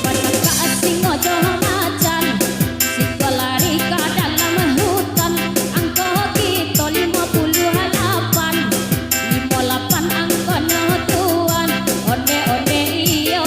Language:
Minangkabau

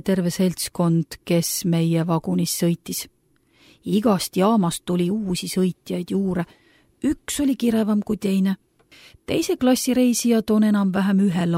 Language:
Estonian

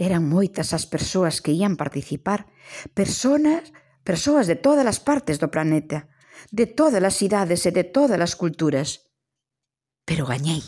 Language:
Galician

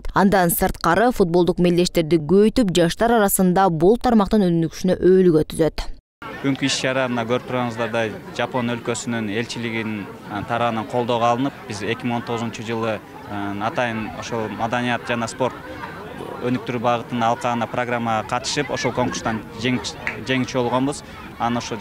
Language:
Kyrgyz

